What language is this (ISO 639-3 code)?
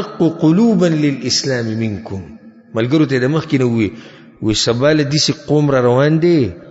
pus